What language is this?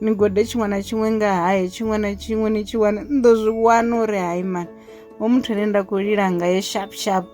Venda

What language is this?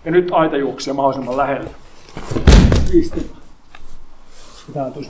Finnish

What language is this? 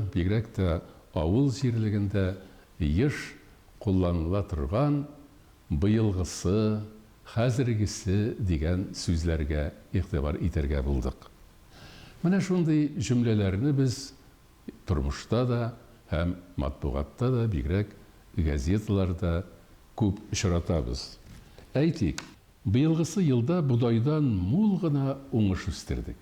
Tatar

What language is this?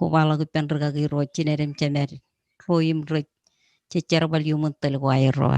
Marshallese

